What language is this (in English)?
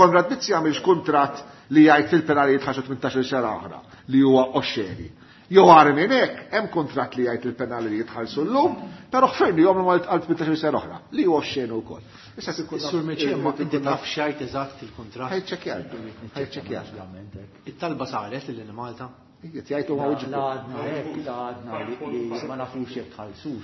Maltese